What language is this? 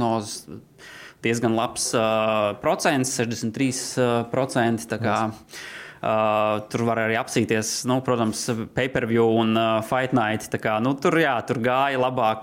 Latvian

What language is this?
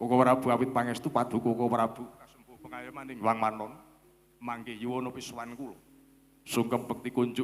Javanese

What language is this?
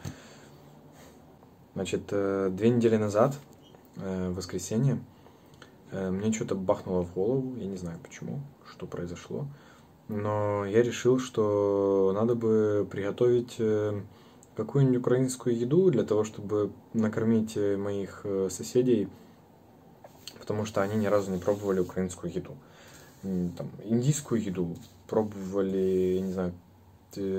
Russian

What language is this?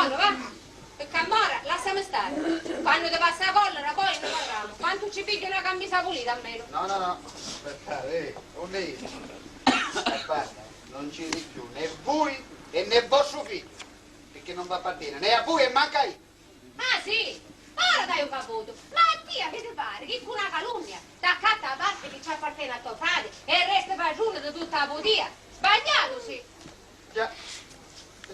Sicilian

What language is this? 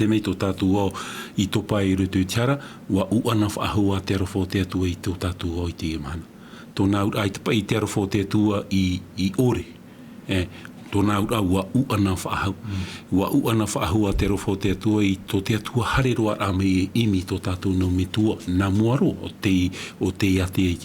Tahitian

